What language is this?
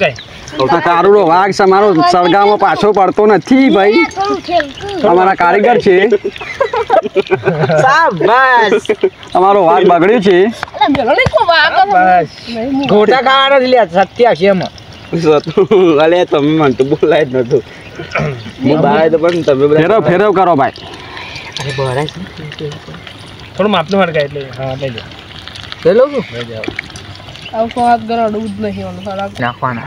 Gujarati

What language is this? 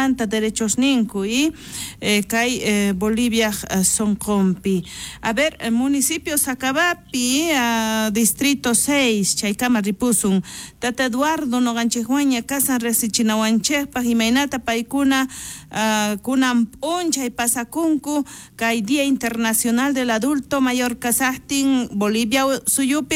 South Bolivian Quechua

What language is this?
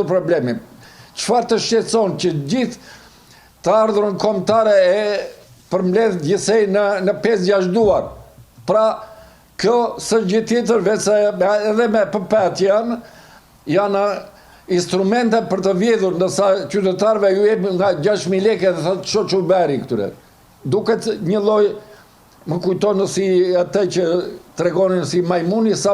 Albanian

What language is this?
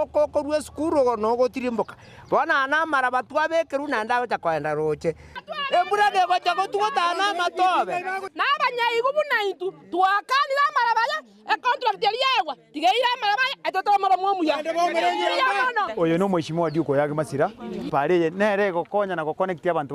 Gusii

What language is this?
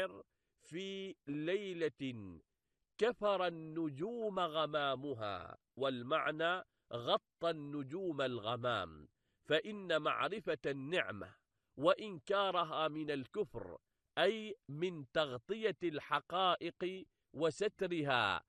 Arabic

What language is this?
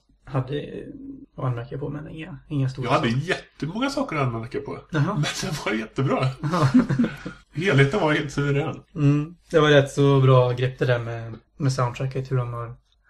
Swedish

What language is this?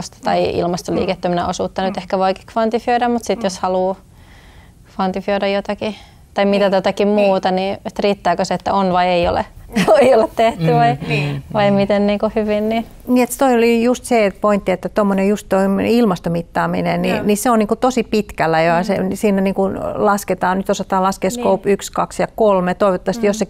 Finnish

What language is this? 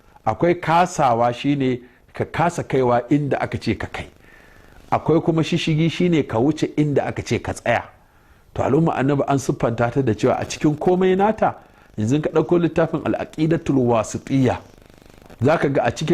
Hausa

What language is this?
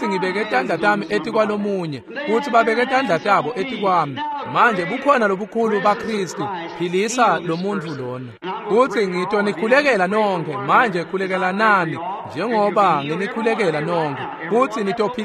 Swati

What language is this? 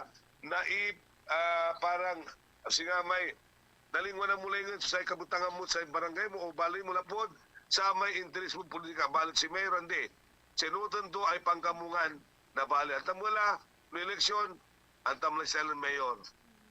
Pangasinan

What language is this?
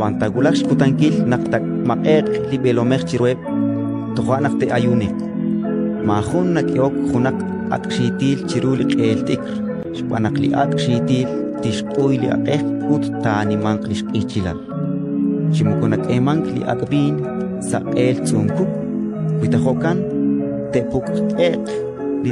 Kekchí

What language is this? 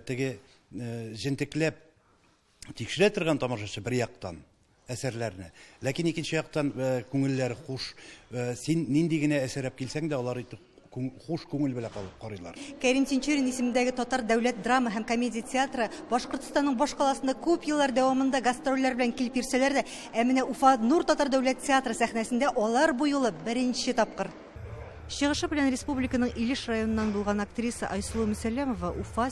Tatar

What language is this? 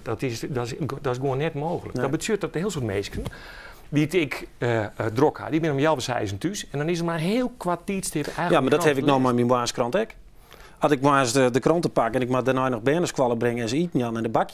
Western Frisian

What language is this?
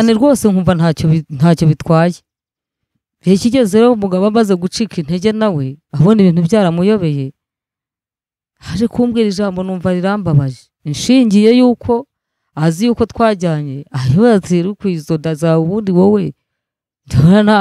Kinyarwanda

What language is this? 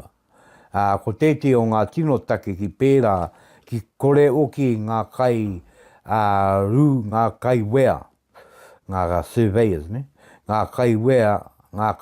Māori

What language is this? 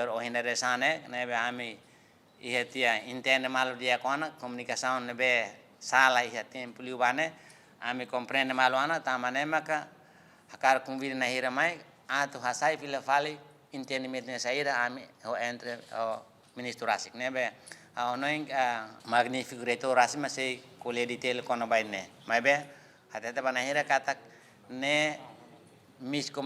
Tetum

